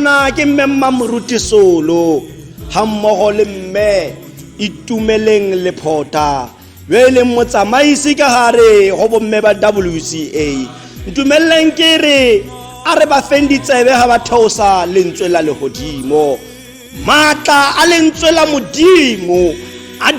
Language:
Tswana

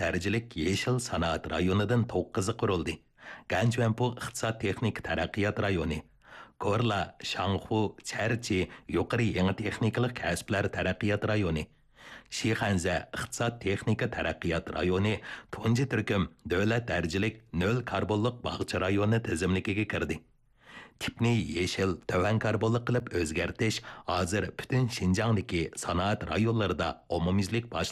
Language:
Uyghur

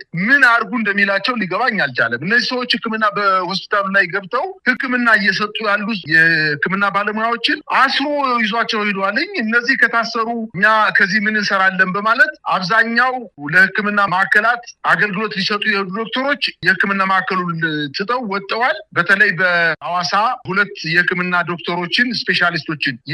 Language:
Amharic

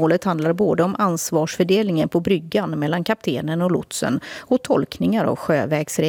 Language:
Swedish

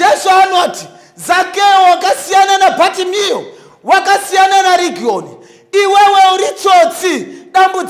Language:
Shona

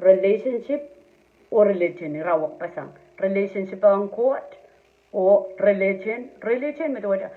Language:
Pohnpeian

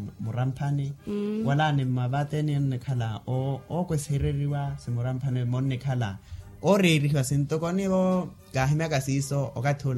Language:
Makhuwa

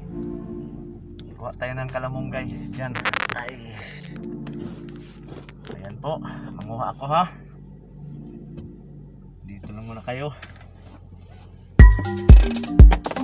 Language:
Filipino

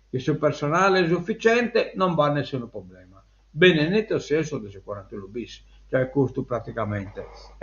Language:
Sardinian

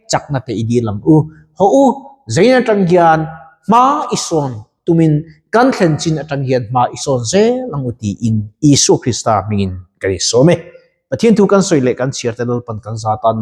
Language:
Mizo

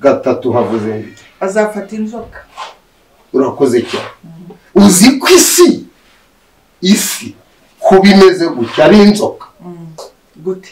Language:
Kinyarwanda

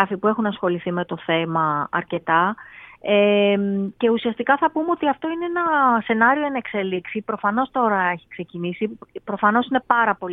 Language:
Greek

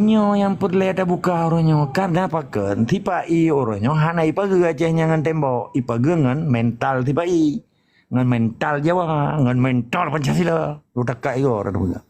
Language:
Achinese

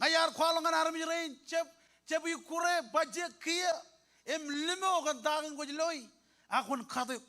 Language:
Marshallese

